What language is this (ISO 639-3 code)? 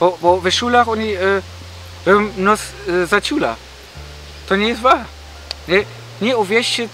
szl